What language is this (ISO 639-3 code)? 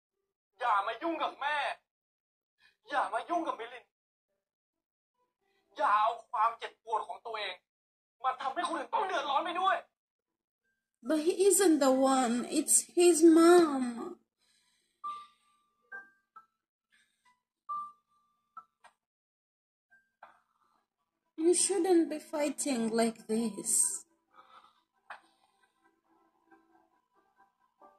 tha